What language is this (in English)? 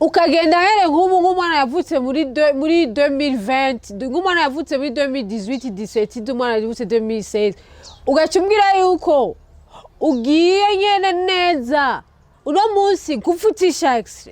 Rundi